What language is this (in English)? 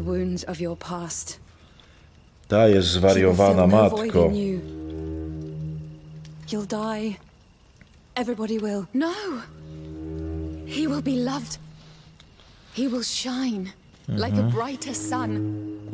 Polish